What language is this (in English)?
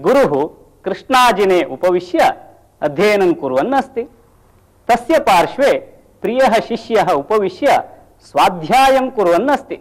Sanskrit